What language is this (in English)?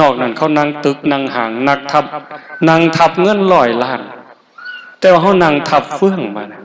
Northeastern Thai